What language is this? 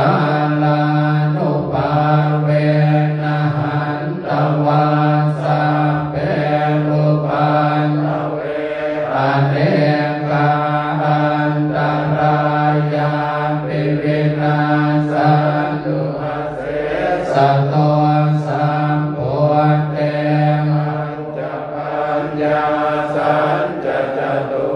Pali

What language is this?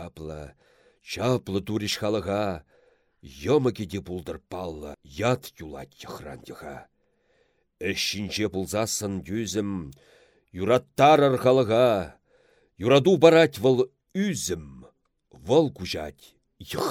Chuvash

